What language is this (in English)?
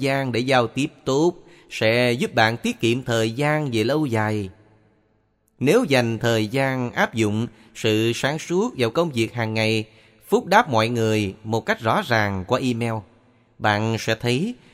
Vietnamese